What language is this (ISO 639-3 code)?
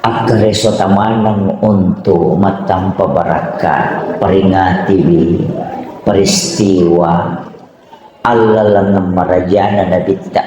bug